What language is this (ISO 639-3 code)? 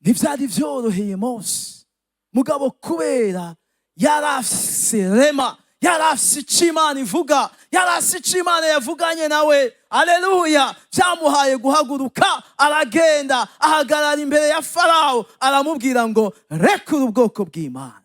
run